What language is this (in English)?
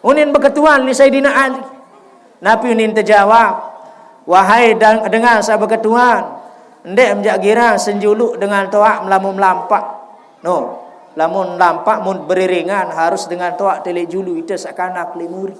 Sasak